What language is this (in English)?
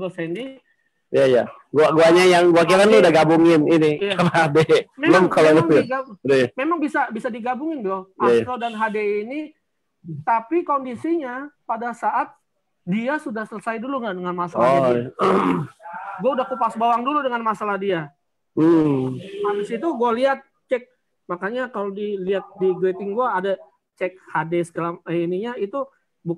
Indonesian